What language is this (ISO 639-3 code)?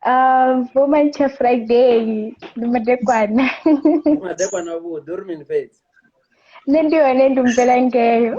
ven